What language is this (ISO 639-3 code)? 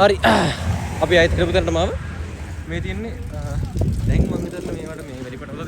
sin